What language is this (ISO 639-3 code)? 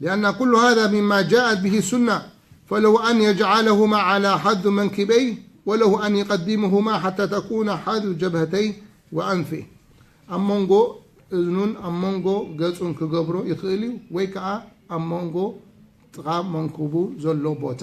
tir